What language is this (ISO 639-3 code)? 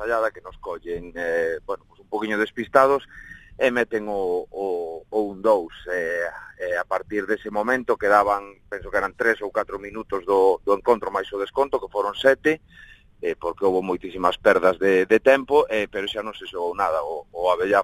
glg